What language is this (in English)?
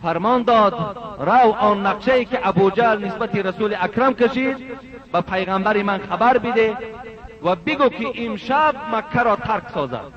Tajik